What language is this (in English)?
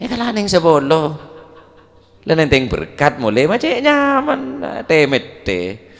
Madurese